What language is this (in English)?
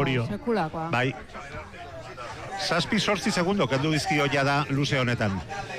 Basque